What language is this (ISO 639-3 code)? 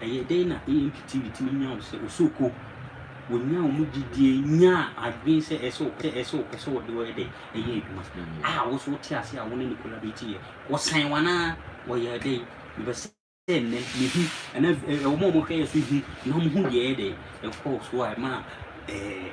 aka